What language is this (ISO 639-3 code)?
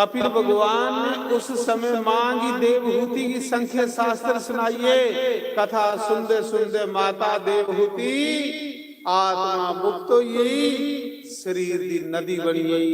doi